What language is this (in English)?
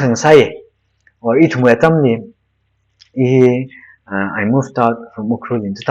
Tangkhul Naga (India)